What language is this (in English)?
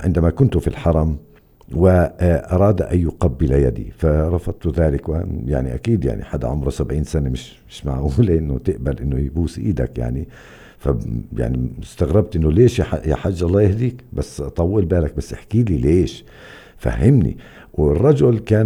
North Levantine Arabic